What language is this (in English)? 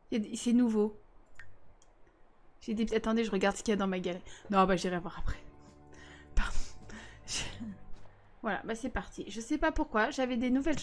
French